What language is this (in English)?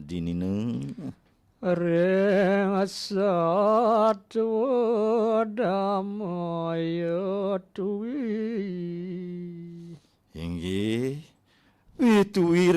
Balinese